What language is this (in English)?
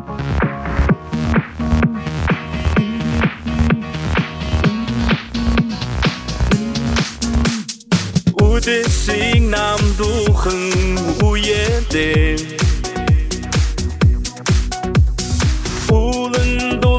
Buriat